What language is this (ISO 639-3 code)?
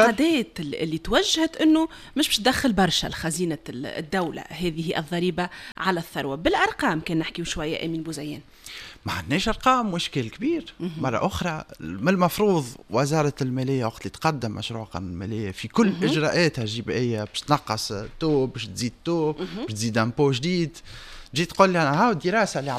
aeb